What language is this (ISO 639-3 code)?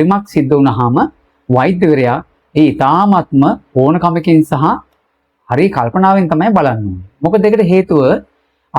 sin